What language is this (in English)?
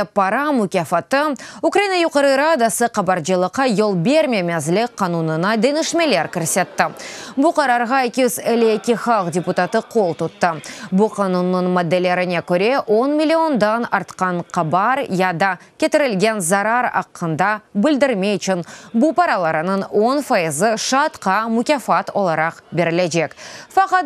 Crimean Tatar